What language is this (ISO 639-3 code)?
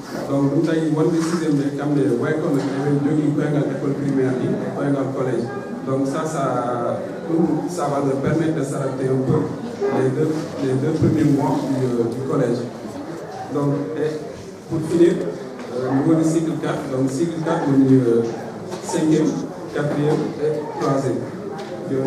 ful